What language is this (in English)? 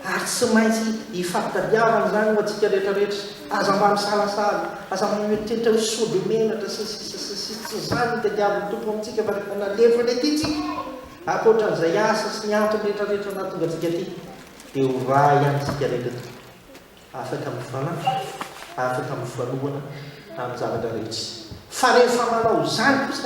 Malagasy